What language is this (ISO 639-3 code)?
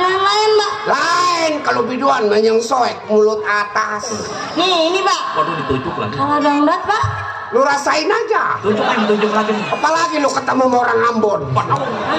bew